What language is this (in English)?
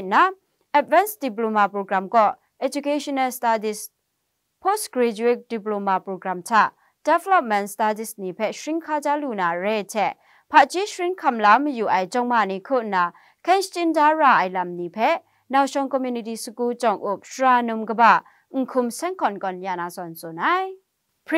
Kachin